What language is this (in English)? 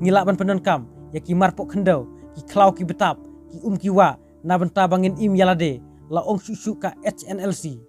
Khasi